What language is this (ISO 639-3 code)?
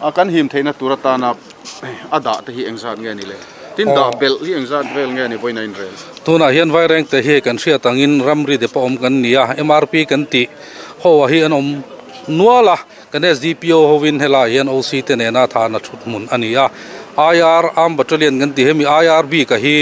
lus